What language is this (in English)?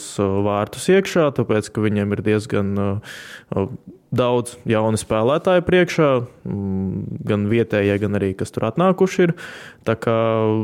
Latvian